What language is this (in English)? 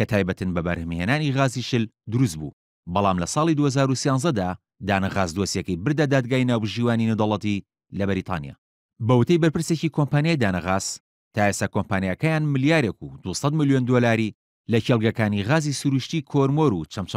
Central Kurdish